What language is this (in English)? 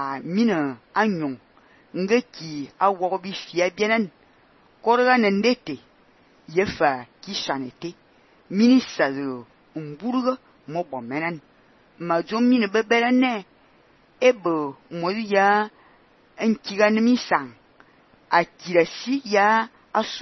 Fang